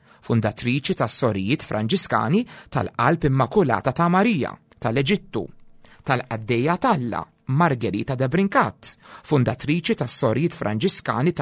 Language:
Maltese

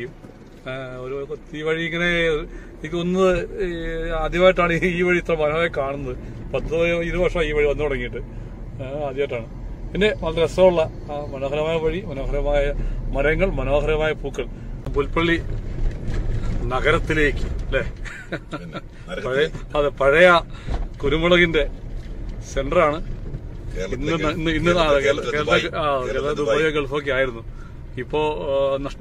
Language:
Malayalam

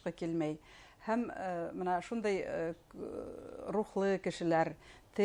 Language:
Bashkir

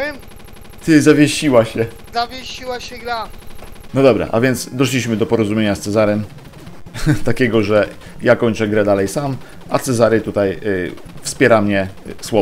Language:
Polish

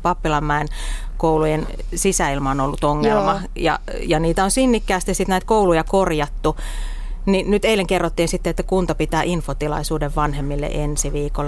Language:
Finnish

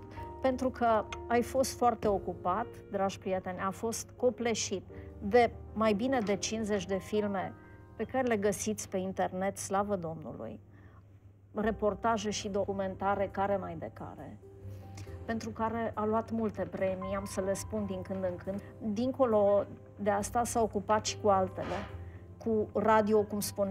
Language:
Romanian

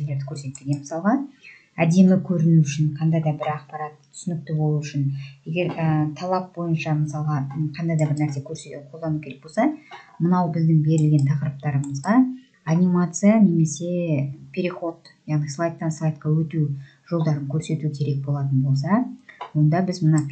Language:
Kazakh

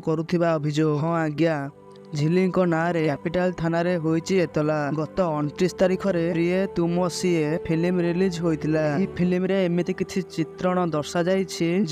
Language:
Odia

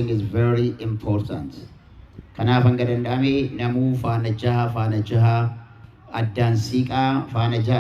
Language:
Oromo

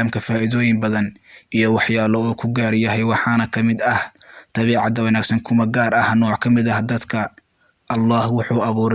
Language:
Somali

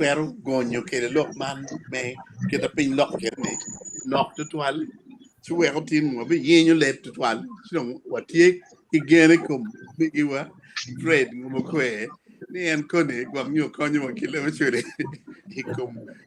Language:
Acoli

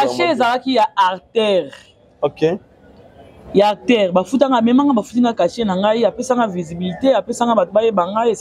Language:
Lingala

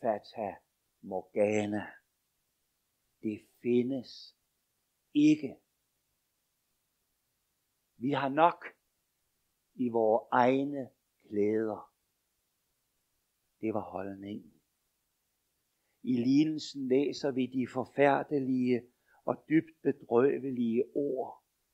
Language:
Danish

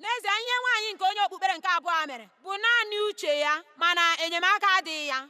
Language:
Igbo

